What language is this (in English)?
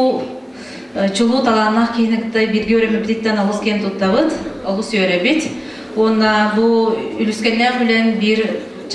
Yakut